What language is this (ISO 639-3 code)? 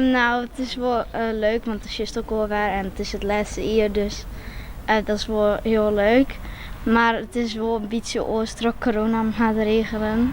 fry